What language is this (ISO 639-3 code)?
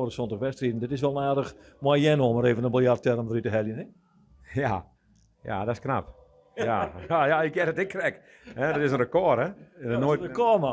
fry